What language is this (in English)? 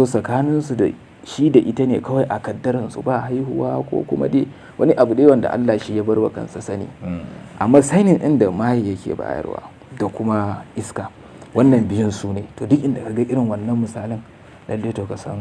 Hausa